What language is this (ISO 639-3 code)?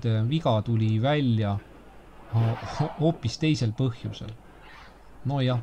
est